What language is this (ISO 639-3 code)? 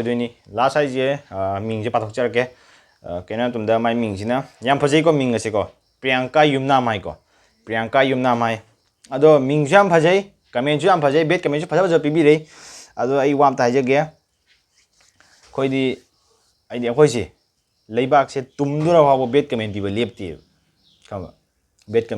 mni